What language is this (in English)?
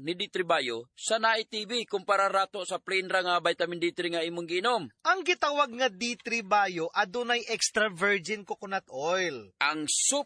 Cebuano